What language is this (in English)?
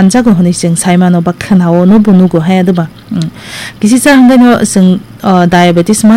Kok Borok